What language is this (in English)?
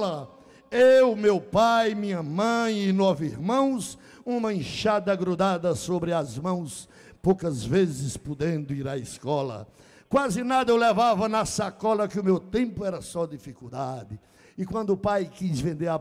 Portuguese